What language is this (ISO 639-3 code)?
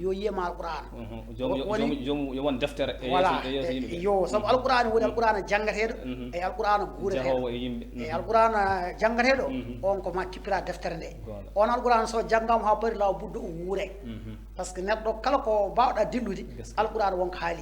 ful